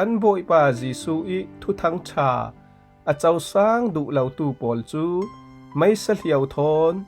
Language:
Falam Chin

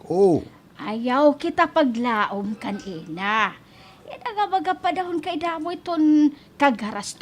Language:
Waray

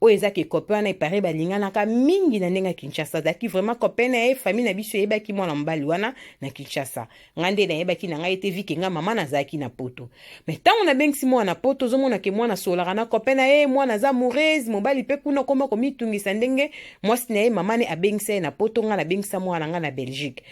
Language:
Lingala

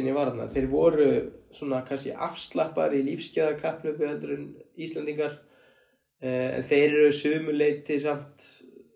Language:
Icelandic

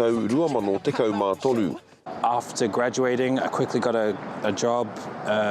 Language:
Māori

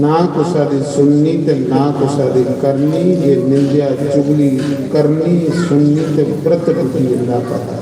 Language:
Dogri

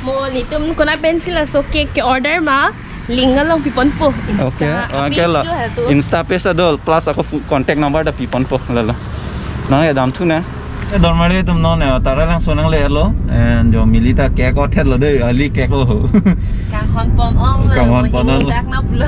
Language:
Karbi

